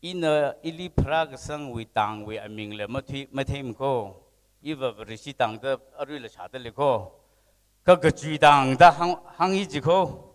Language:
Tangkhul Naga (India)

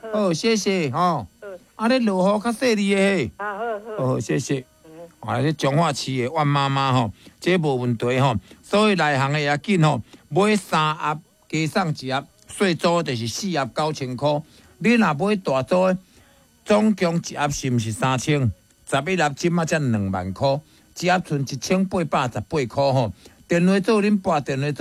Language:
Min Nan Chinese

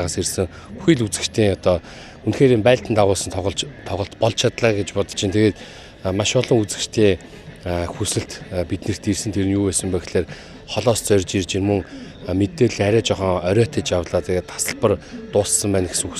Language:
Mongolian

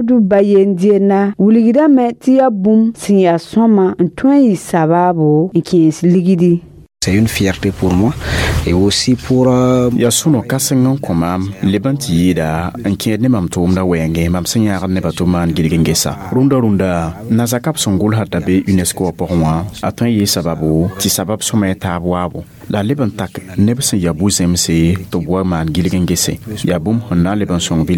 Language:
Mossi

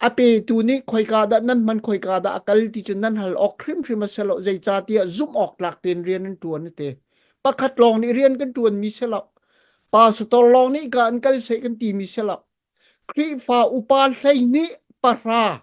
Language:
Hakha Chin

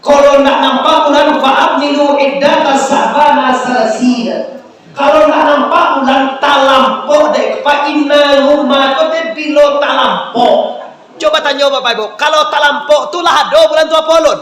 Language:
Minangkabau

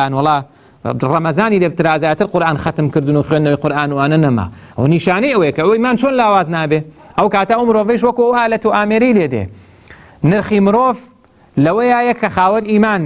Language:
Central Kurdish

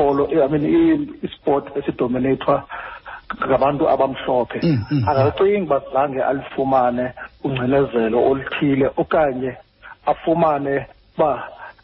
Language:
Xhosa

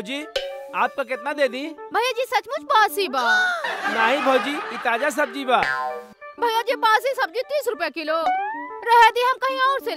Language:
Bhojpuri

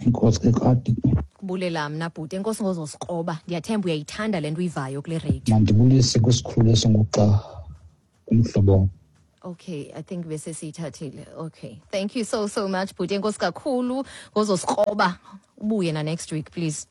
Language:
Xhosa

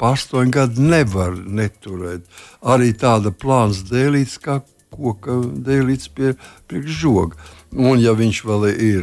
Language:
Latvian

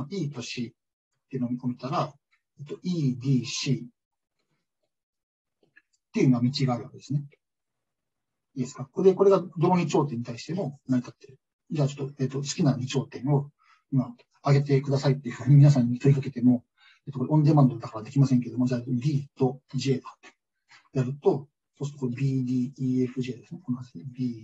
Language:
Japanese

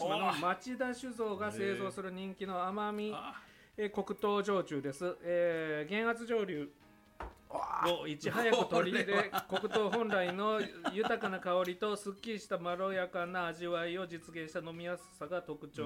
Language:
Japanese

